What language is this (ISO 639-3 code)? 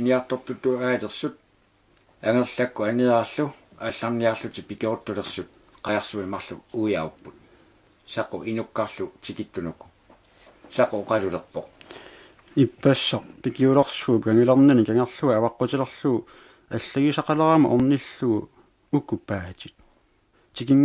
kal